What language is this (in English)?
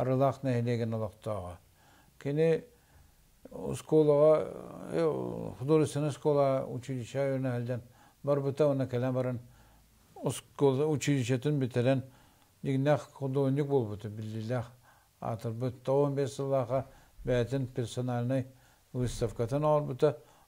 Yakut